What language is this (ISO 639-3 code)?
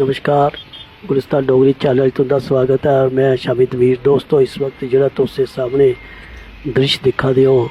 doi